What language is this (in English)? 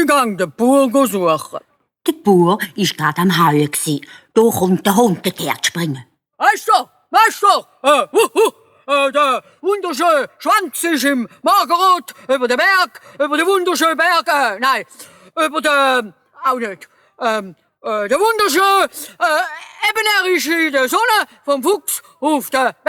Swiss German